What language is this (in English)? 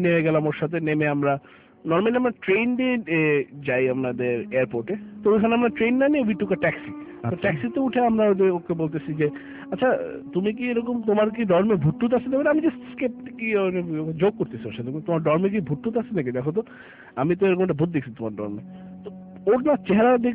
Bangla